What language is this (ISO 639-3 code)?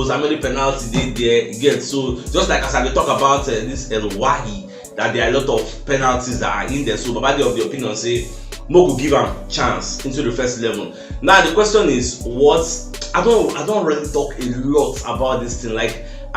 pcm